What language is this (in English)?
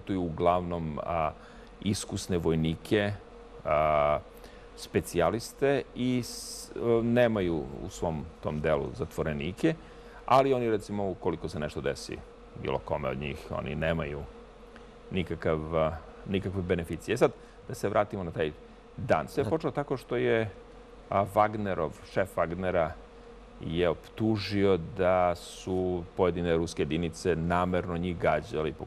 Serbian